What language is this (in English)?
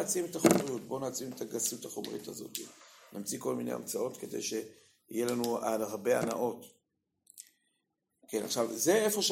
Hebrew